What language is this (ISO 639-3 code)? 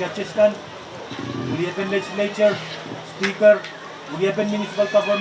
pon